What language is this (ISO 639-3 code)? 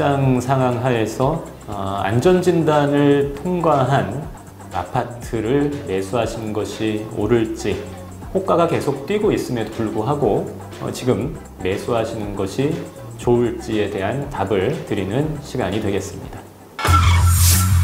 kor